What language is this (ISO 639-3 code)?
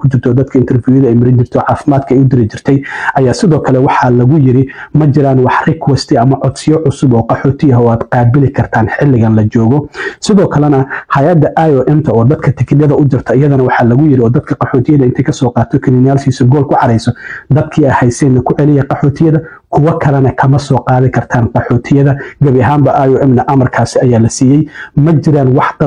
som